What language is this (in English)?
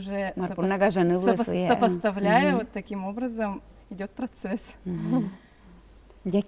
Udmurt